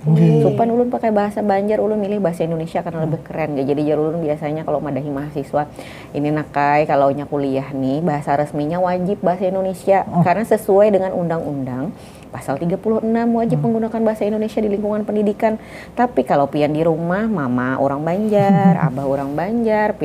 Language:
Banjar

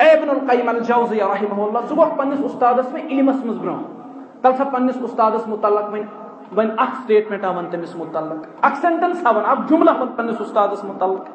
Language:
Kashmiri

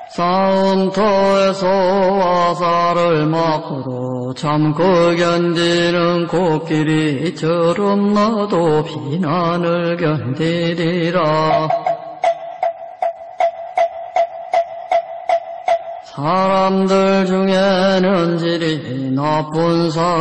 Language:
Korean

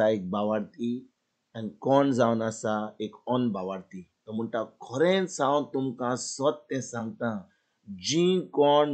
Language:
Konkani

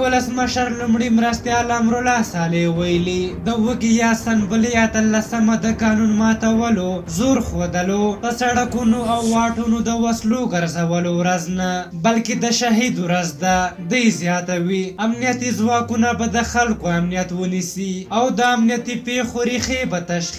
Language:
Pashto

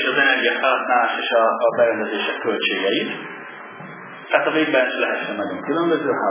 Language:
Hungarian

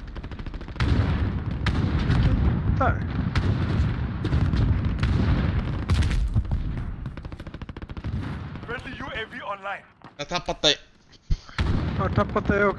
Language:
Swedish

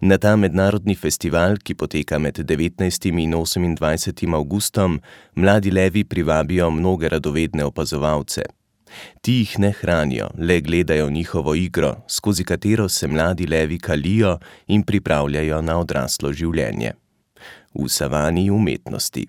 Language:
Slovenian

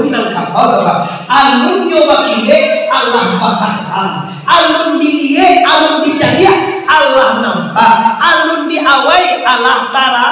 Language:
Minangkabau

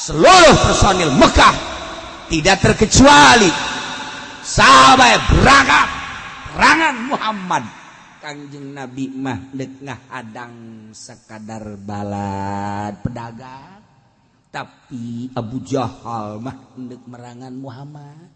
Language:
Sundanese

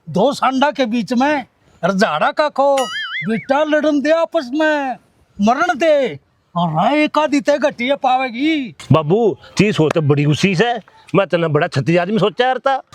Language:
Haryanvi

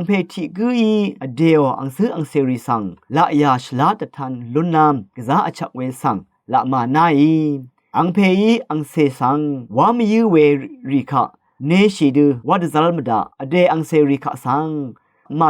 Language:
Rawang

